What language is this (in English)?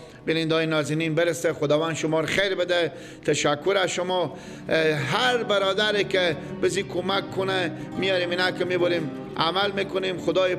Persian